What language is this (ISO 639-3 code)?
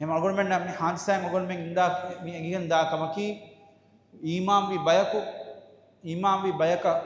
div